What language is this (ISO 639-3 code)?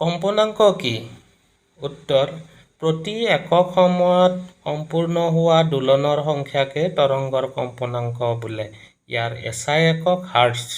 asm